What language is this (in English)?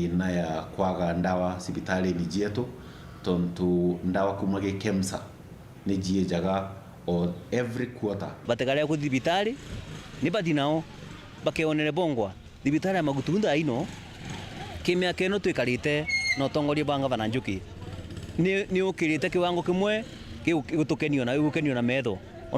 Meru